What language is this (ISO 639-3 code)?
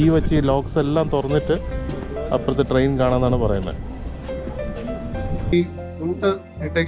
mal